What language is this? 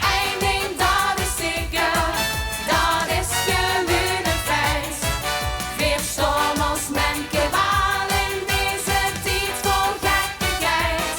Limburgish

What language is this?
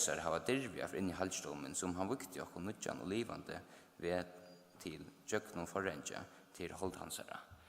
Faroese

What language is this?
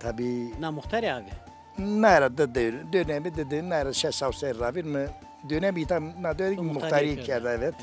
Zaza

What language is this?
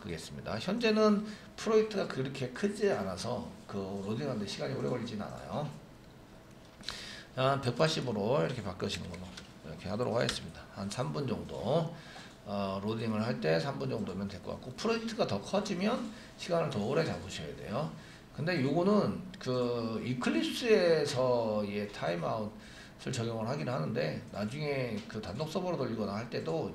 Korean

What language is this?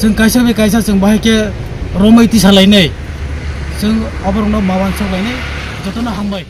Kok Borok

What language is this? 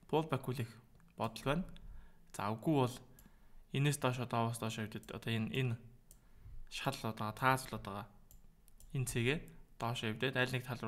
Mongolian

